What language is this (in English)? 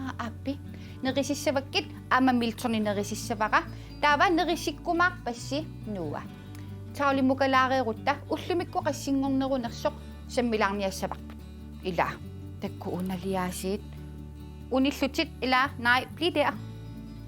Kalaallisut